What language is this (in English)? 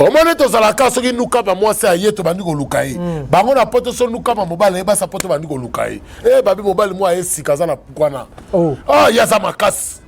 Lingala